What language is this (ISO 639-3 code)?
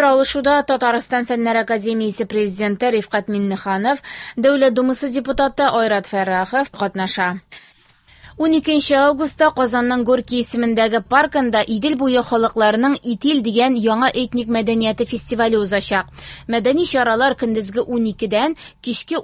tat